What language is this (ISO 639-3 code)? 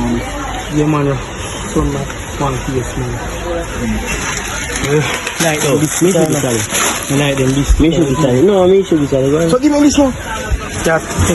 jam